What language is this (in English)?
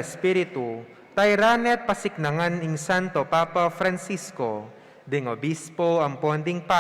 Pampanga